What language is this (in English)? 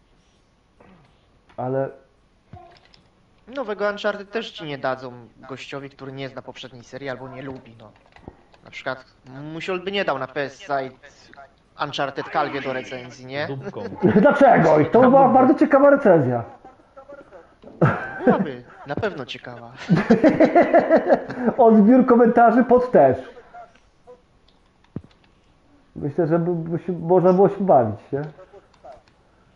Polish